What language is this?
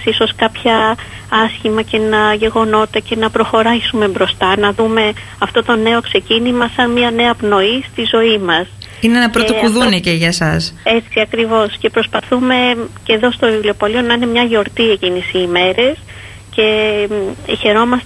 Greek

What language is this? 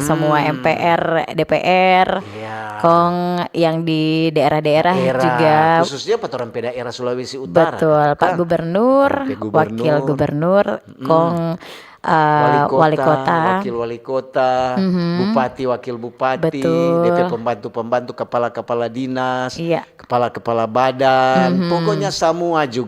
Manado Malay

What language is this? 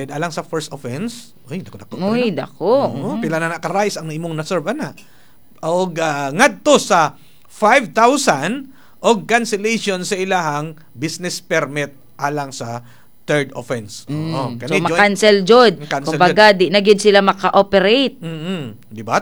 Cebuano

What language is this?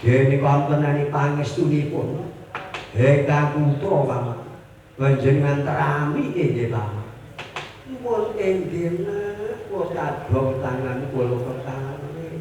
Javanese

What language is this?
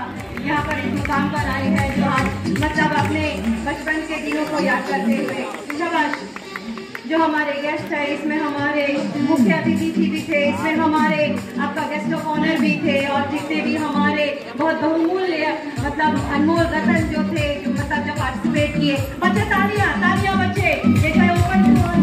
Hindi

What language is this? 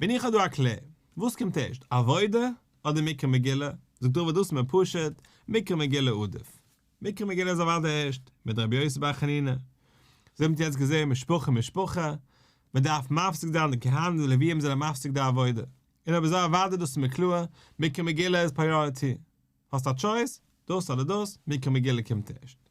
Yiddish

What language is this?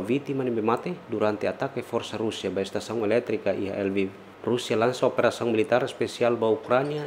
Tetum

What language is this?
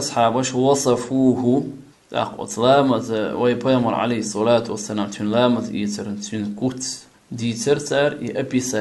Chechen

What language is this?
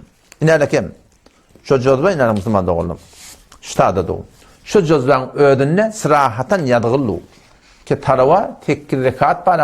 Turkmen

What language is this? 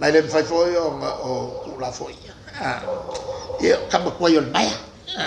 Samoan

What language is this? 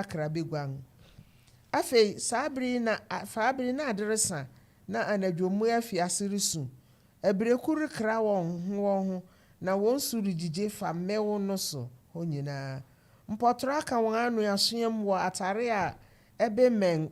Akan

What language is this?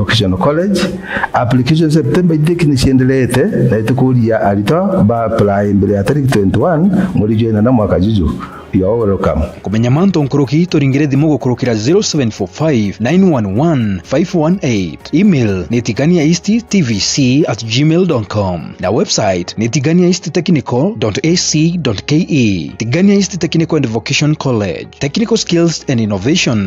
Meru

